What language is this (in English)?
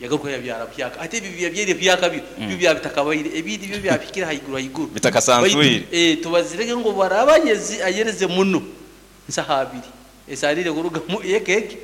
Nyankole